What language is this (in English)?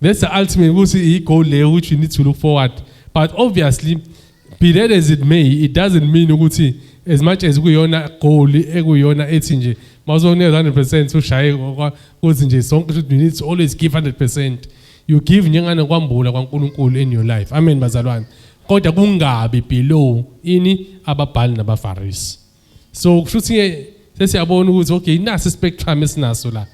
Zulu